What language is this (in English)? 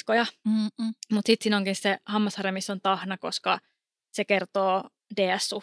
Finnish